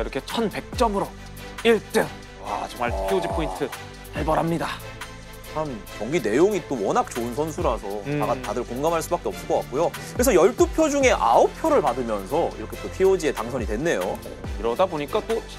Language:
Korean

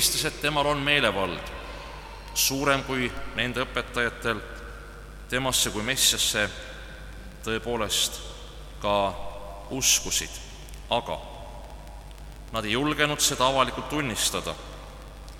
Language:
Estonian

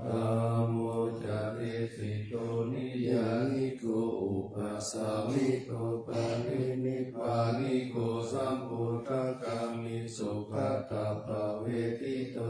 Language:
Pali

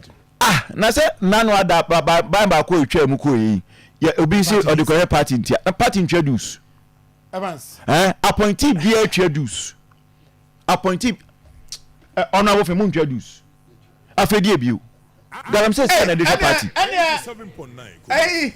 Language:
Akan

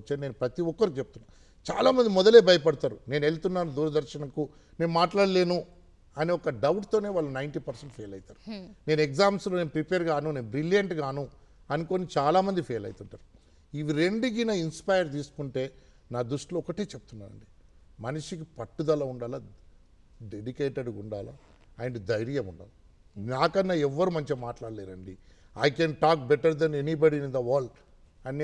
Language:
Telugu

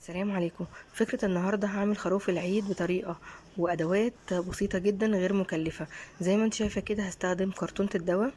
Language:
Egyptian Arabic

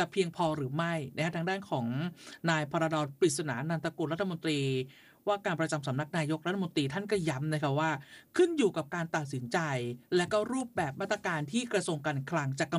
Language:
Thai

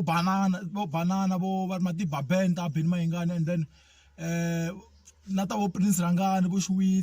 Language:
Tsonga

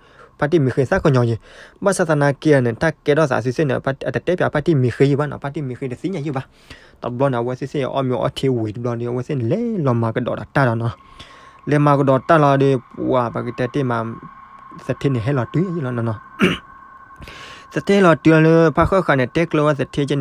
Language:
S'gaw Karen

